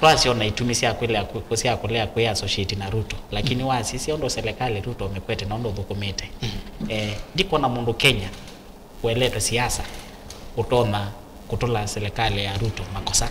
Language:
Kamba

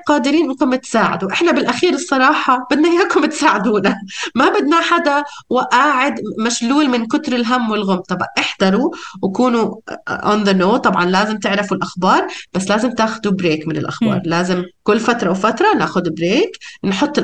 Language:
North Levantine Arabic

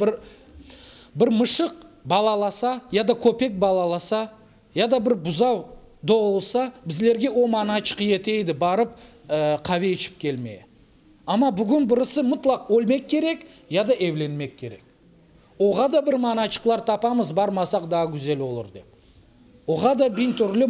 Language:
Crimean Tatar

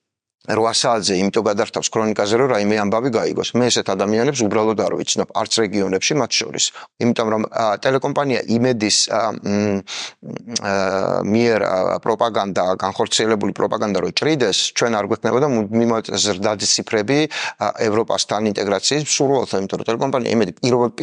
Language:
Georgian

